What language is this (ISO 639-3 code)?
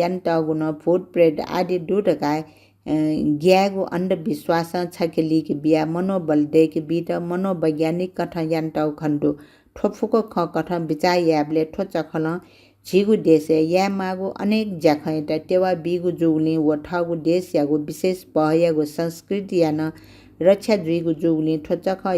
new